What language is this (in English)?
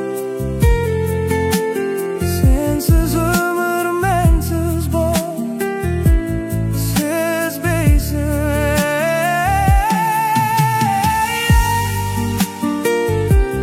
Kazakh